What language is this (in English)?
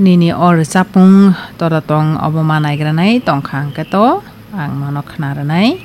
Kok Borok